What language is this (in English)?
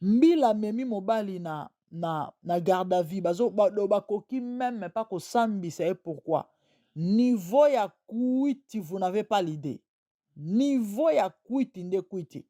Lingala